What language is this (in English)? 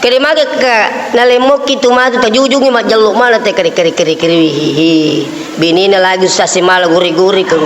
Buginese